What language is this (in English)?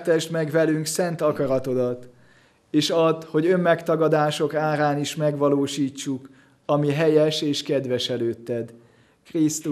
Hungarian